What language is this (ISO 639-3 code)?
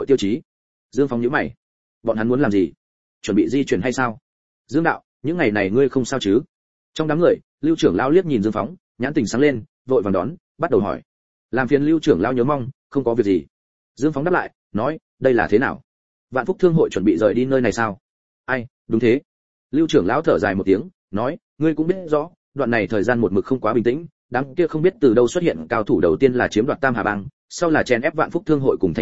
vie